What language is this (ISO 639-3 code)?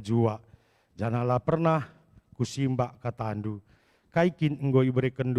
btx